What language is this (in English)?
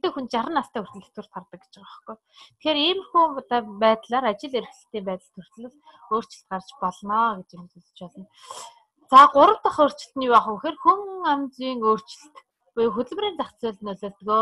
Mongolian